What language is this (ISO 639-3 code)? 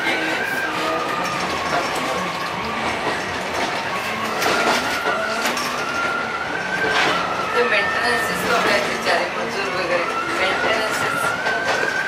mar